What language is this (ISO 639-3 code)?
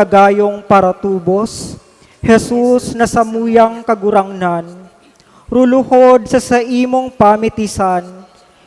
bik